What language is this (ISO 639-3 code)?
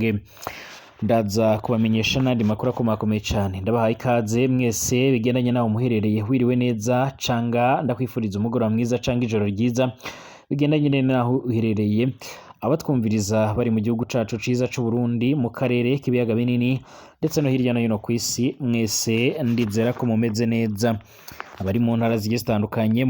run